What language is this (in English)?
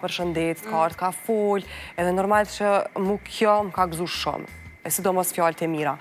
Albanian